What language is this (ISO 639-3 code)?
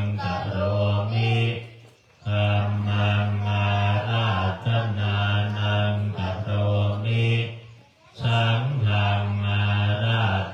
pli